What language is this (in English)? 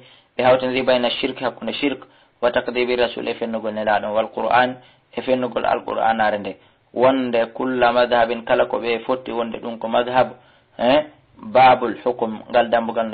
Fula